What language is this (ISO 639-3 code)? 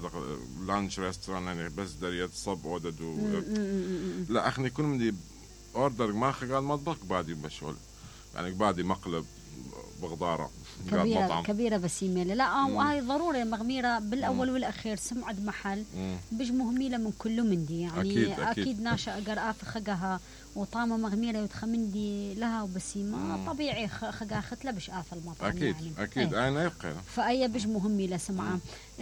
acm